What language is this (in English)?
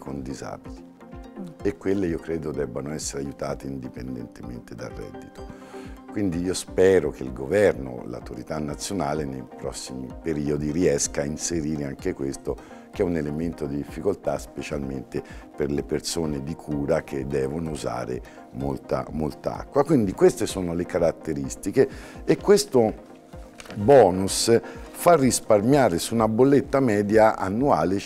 Italian